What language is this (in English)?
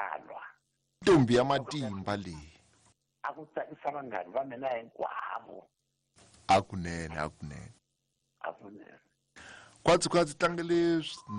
Tsonga